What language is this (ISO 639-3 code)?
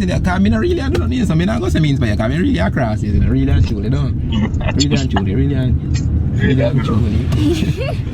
jam